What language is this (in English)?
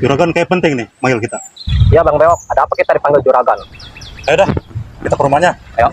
Betawi